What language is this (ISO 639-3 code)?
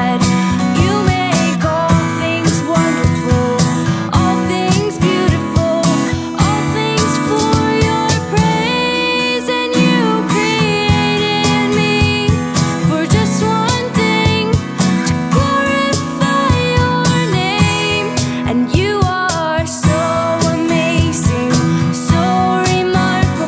eng